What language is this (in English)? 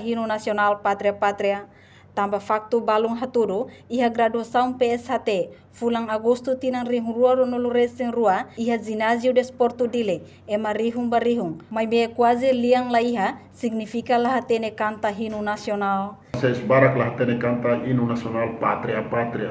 Tetum